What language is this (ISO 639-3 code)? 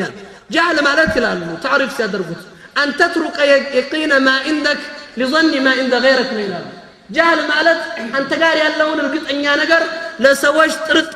amh